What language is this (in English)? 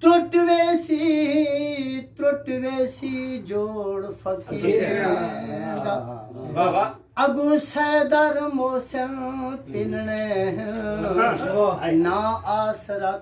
Saraiki